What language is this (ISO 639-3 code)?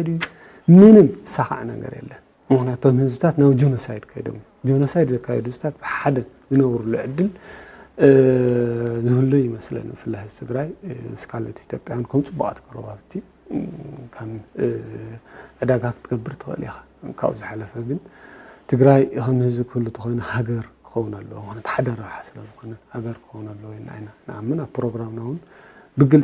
tir